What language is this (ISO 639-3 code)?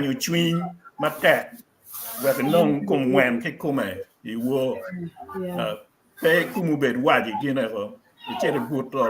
ach